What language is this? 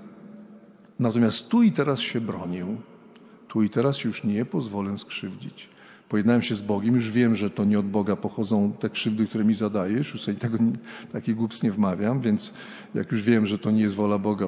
Polish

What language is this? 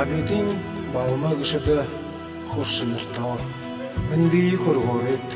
Buriat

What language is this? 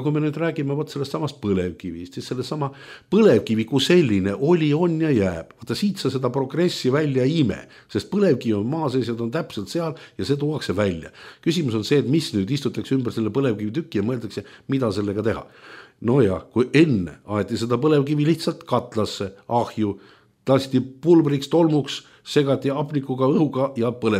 Estonian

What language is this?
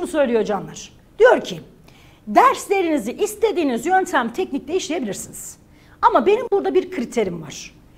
Turkish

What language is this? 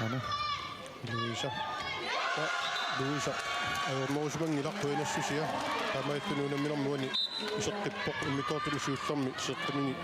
Kalaallisut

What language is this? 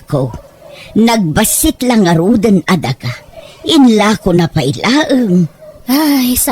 Iloko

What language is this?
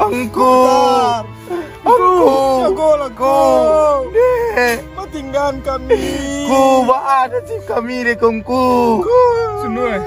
Minangkabau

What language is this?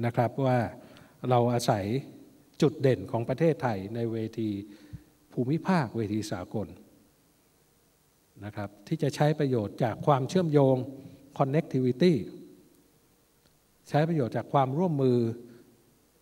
Thai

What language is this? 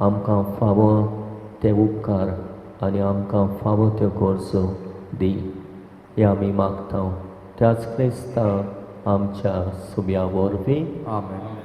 Konkani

